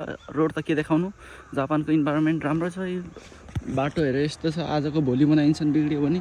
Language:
Nepali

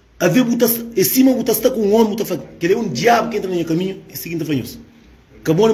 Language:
Kabuverdianu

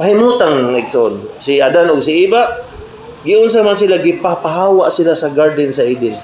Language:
Cebuano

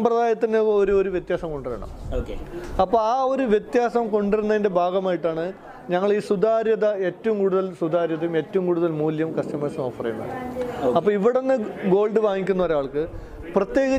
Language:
Malayalam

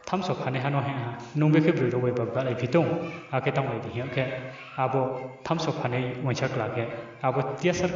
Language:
Riang (India)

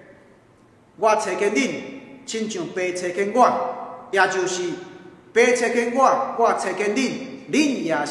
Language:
Min Nan Chinese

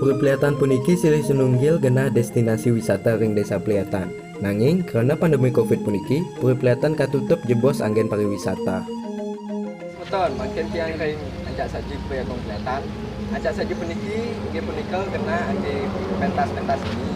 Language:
Balinese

